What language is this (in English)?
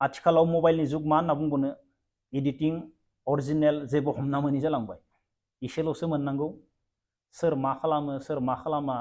Bodo